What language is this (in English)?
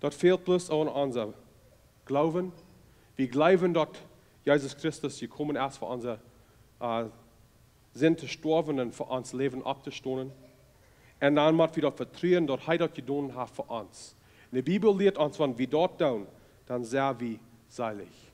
Plautdietsch